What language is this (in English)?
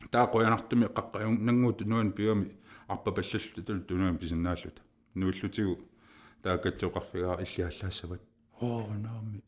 Kalaallisut